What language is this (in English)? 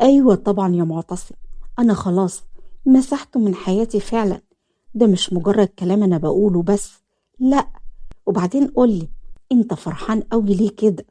Egyptian Arabic